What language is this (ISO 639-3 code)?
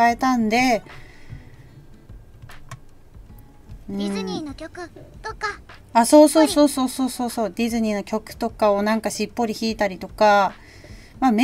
jpn